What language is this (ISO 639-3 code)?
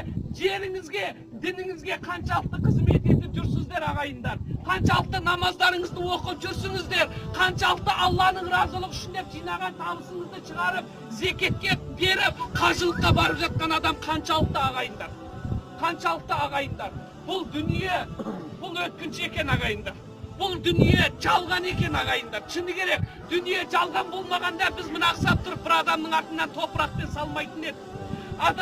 kaz